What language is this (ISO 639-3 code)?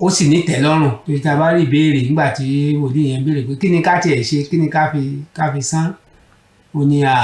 yor